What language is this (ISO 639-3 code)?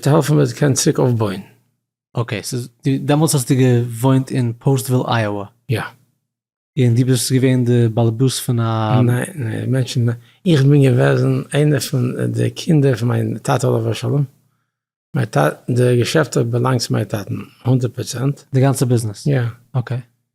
yid